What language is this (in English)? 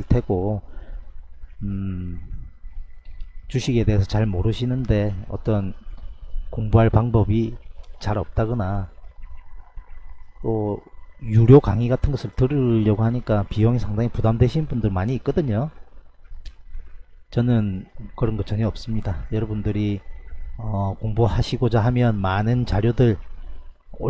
Korean